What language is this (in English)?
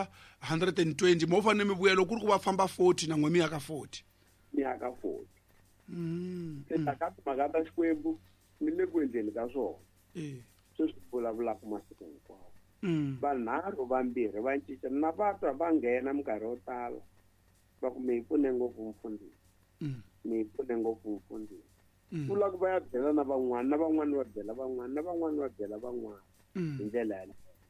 Tsonga